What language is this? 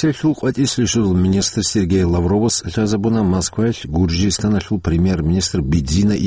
Avaric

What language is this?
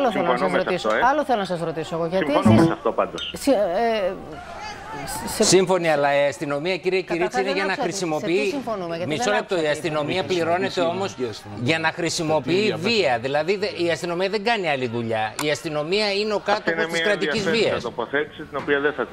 Greek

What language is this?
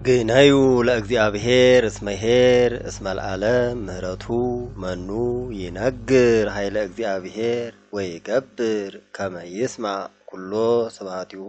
Geez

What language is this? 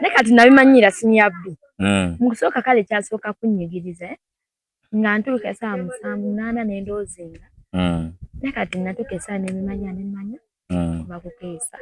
Ganda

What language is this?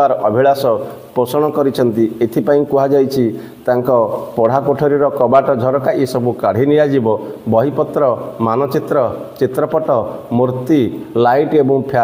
Odia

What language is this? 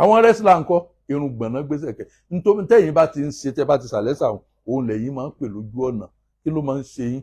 Yoruba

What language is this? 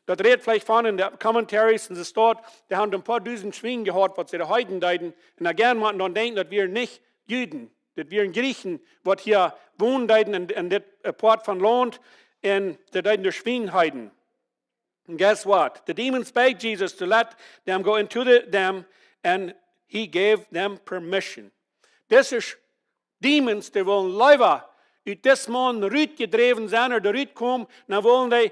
Plautdietsch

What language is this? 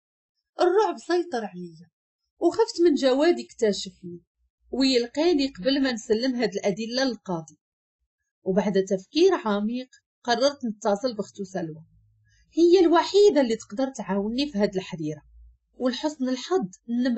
Moroccan Arabic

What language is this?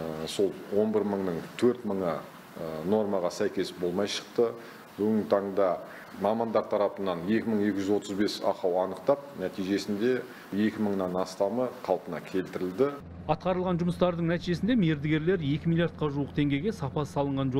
Kazakh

